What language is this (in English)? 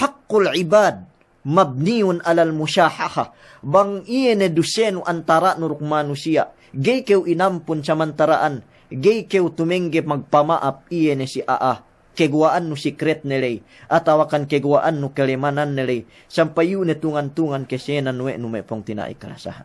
Yakan